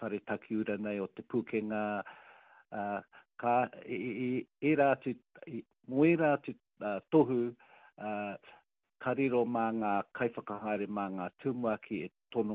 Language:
Māori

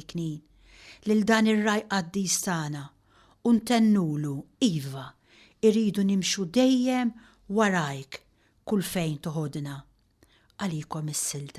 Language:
Maltese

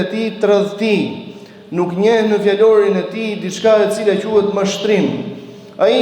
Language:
Albanian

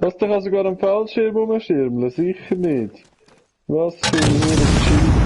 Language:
Swiss German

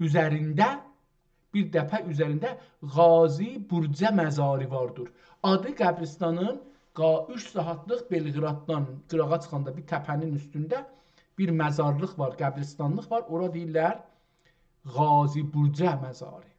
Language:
South Azerbaijani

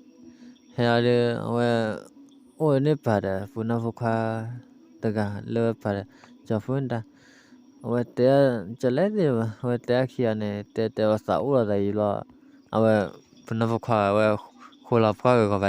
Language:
S'gaw Karen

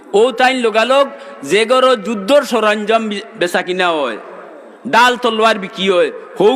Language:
Sylheti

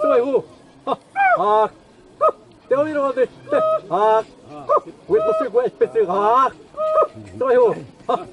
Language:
Xavánte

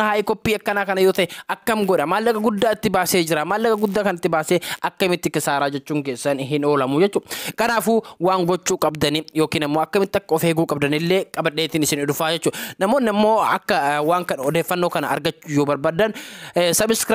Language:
Oromo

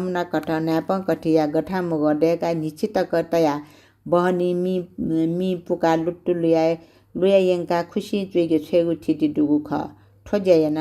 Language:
Newari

